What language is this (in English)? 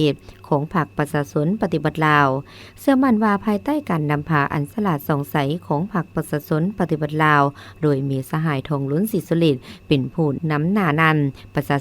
Lao